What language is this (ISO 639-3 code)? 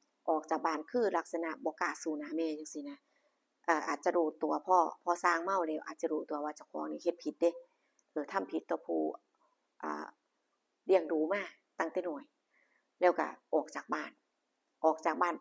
lao